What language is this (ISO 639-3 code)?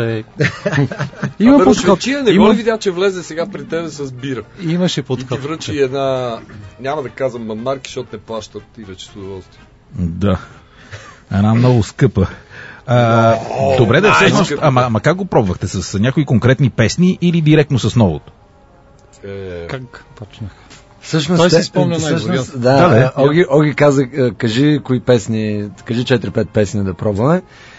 bul